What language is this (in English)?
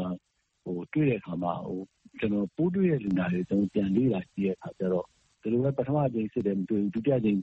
Burmese